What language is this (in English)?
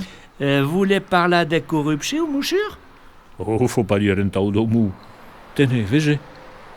Occitan